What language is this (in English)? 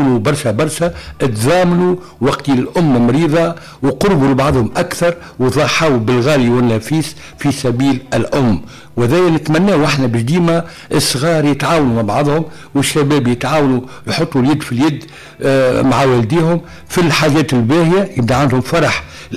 Tunisian Arabic